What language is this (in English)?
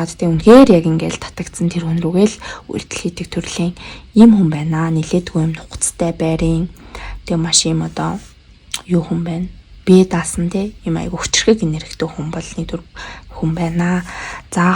Mongolian